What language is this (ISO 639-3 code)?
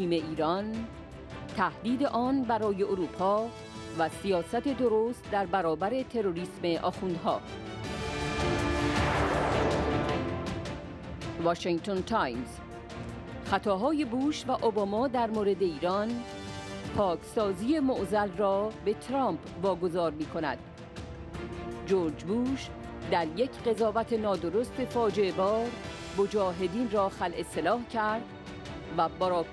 fas